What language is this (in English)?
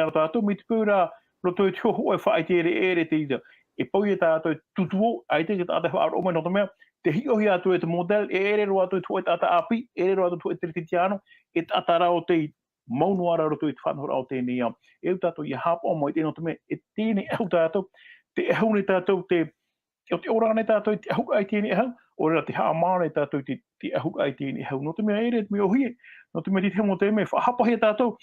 Tahitian